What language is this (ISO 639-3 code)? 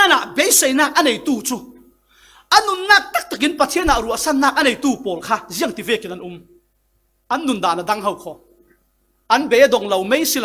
cfm